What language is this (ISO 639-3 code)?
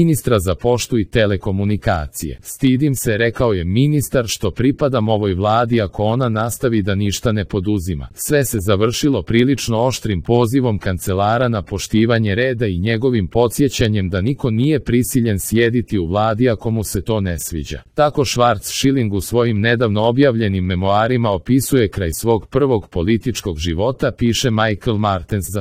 hrv